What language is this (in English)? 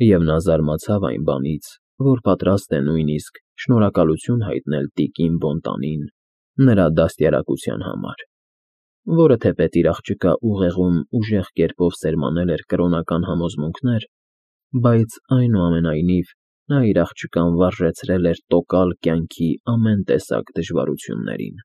Armenian